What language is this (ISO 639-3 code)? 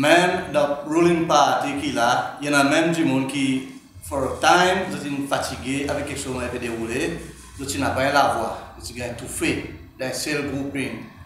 crs